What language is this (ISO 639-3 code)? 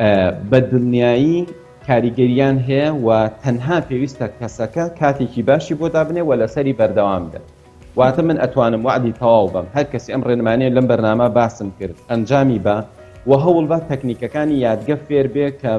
ckb